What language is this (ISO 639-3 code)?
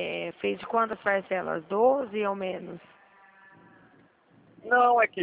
por